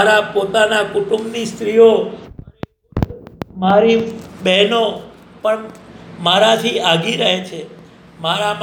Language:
Gujarati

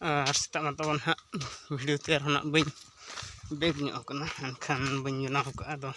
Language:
Santali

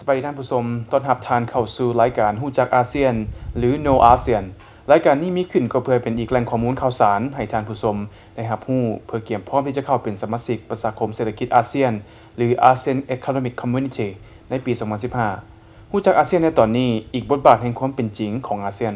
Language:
Lao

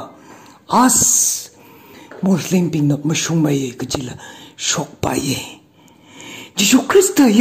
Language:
Tangkhul Naga (India)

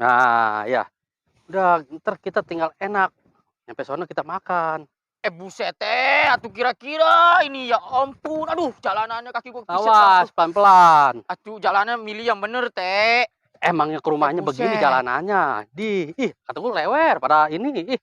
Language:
Betawi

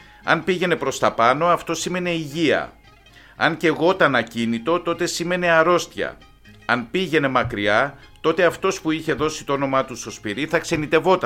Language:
Greek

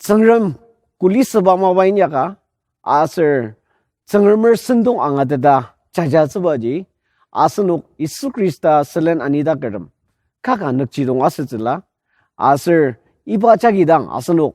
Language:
Ao Naga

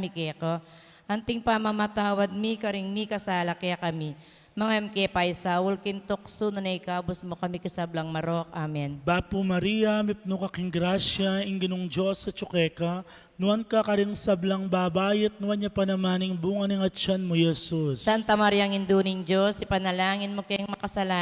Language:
Pampanga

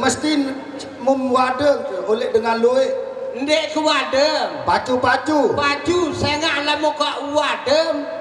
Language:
Sasak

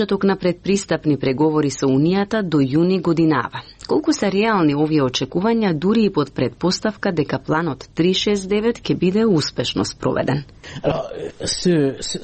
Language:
Macedonian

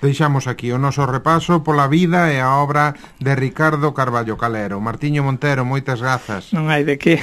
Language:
Galician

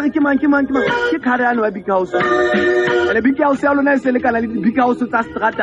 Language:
Southern Sotho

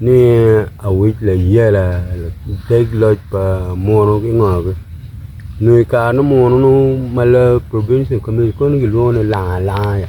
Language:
Acoli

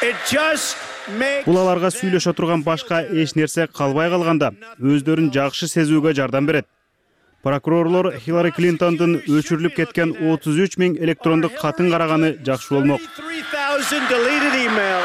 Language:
Kyrgyz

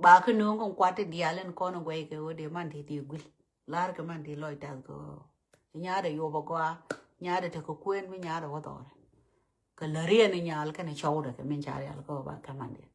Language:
Nuer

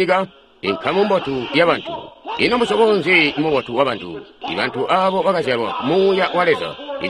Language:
Tonga (Zambia)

